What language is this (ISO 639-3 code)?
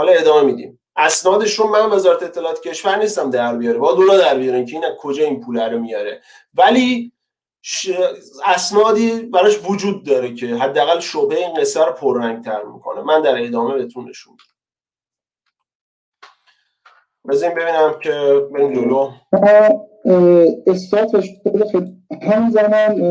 fas